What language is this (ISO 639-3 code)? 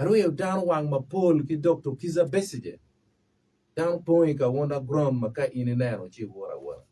ach